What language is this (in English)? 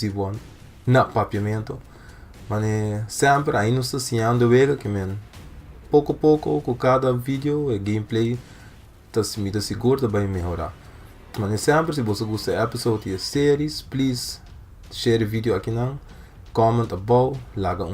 Papiamento